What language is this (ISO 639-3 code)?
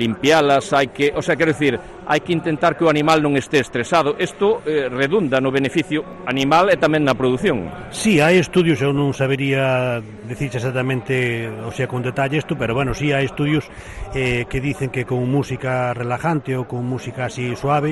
glg